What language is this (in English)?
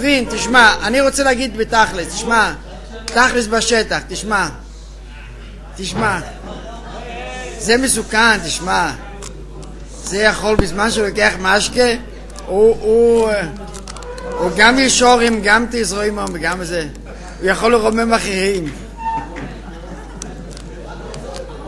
Hebrew